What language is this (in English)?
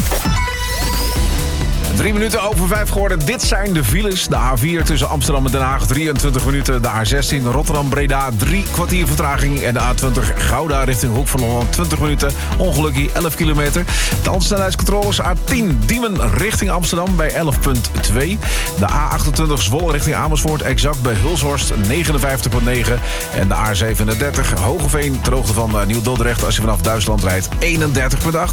Dutch